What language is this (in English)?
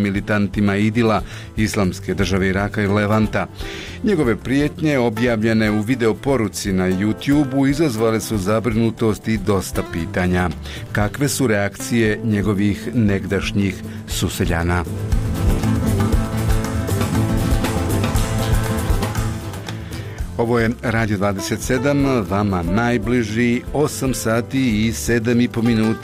Bosnian